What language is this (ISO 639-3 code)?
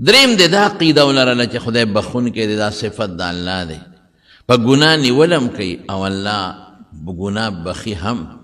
pus